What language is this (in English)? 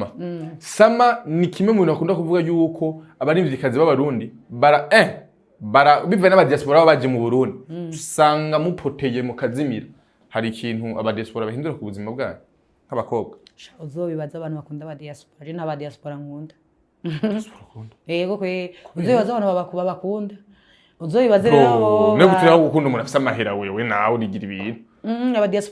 Rundi